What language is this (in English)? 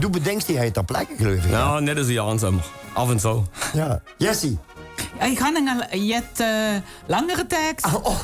Limburgish